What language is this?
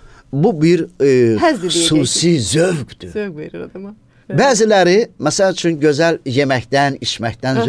Azerbaijani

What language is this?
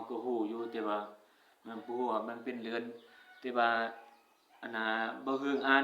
Northeastern Thai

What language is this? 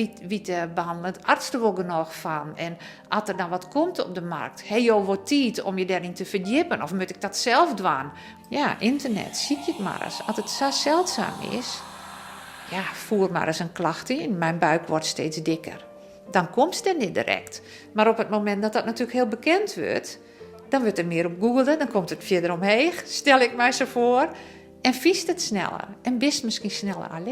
Western Frisian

